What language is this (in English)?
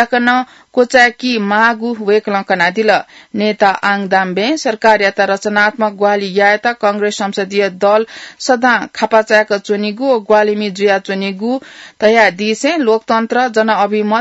Newari